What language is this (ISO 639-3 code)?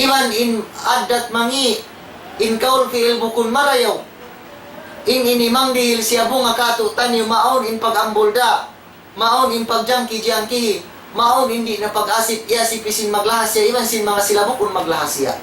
tsg